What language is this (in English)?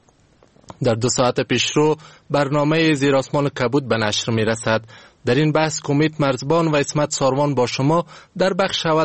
Persian